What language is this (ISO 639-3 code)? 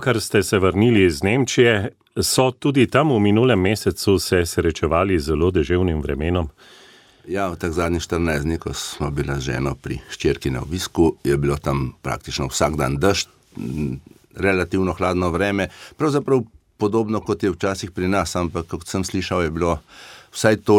slv